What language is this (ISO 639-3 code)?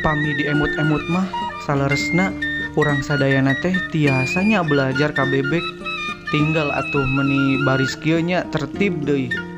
sun